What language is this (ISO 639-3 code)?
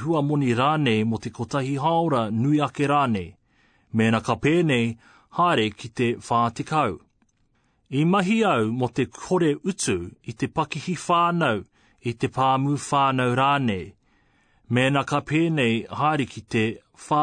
mri